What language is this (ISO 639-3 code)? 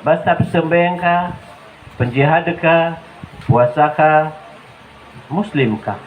mrw